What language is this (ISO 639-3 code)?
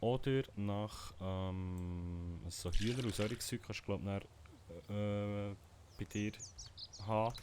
gsw